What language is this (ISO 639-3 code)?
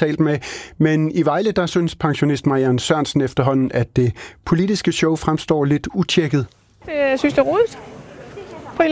dan